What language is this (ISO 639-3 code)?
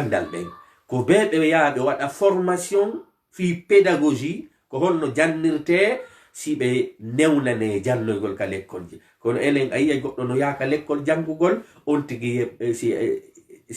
ful